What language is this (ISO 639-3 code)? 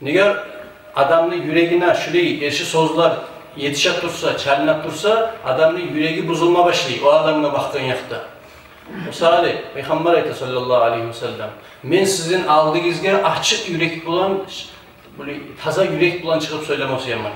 kum